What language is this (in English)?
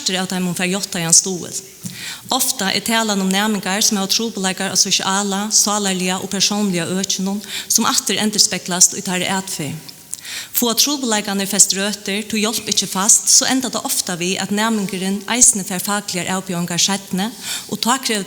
Faroese